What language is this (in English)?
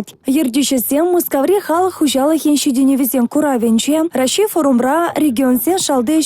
Chuvash